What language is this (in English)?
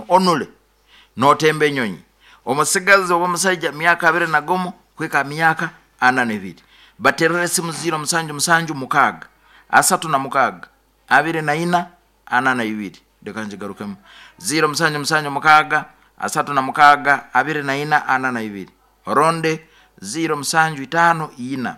Nyoro